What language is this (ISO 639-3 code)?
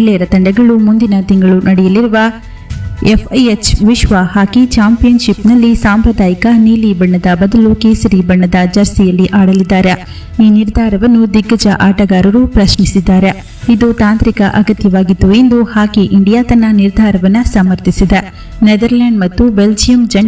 kan